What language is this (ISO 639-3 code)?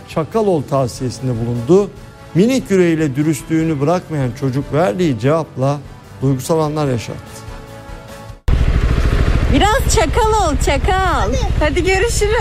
tur